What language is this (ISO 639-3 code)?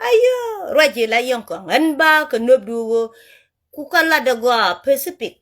nus